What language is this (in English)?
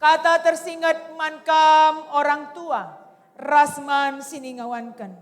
Batak Karo